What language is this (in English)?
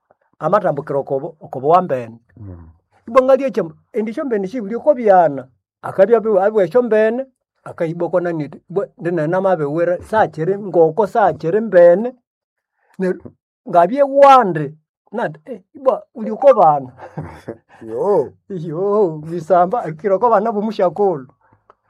Nande